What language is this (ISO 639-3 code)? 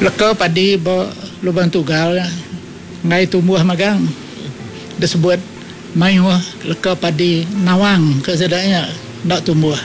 iba